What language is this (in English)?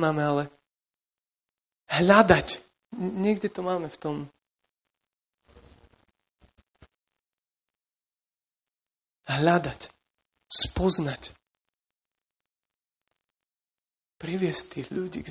Slovak